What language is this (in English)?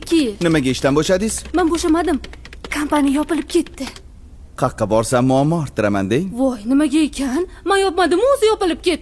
Uzbek